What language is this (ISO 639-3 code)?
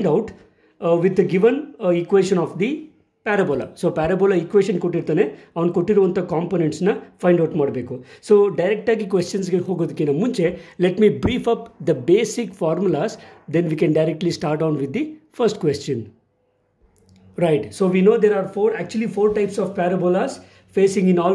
kan